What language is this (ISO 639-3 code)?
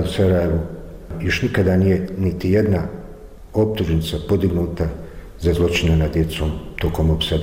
bos